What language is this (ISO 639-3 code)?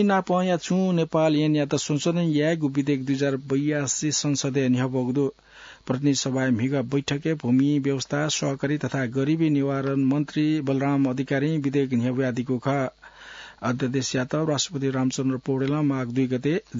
new